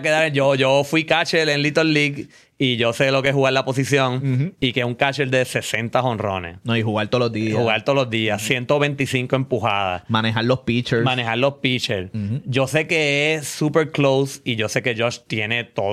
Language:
Spanish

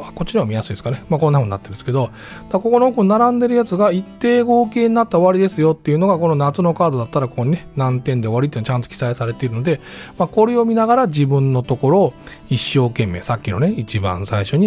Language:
Japanese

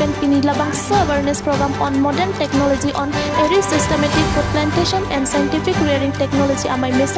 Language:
Karbi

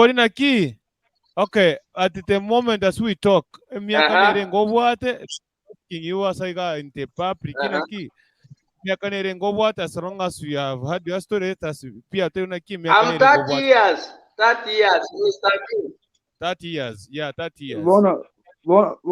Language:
Gusii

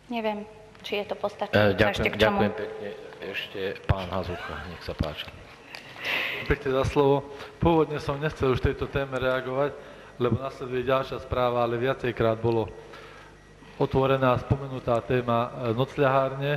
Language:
Slovak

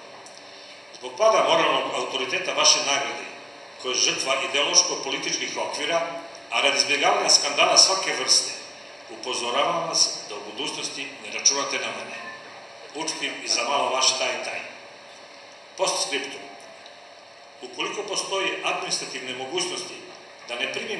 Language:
Serbian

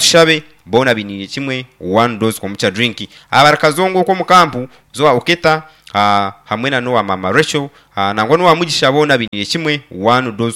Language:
Nyankole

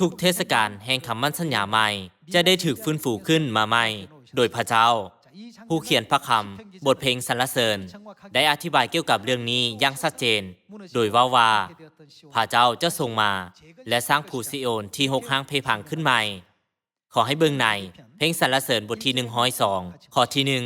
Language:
Lao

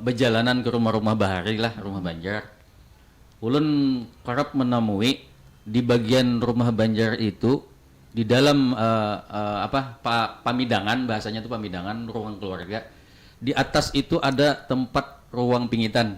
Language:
Banjar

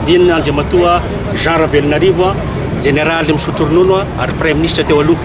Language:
Malagasy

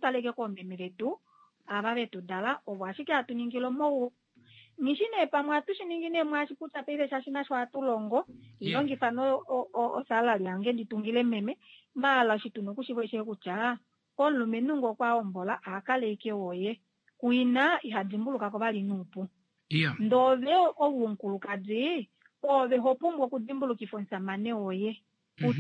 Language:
Kuanyama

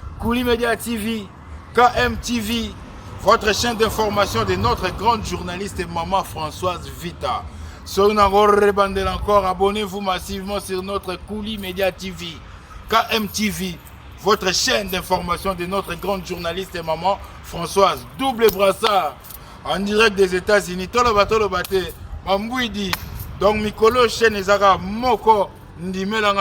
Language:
Lingala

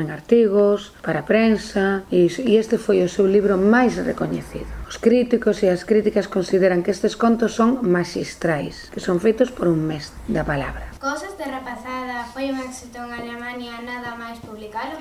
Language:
Galician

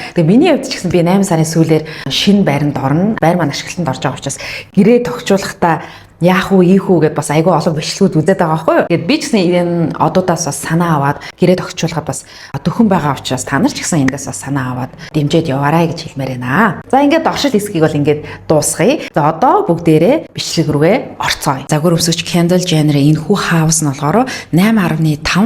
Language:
Mongolian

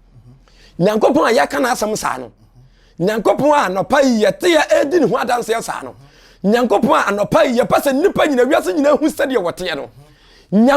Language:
Akan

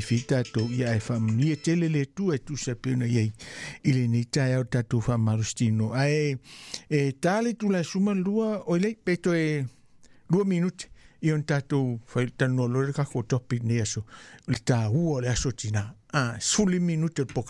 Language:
Samoan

